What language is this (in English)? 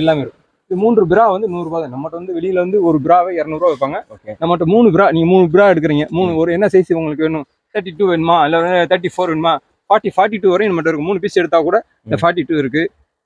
Tamil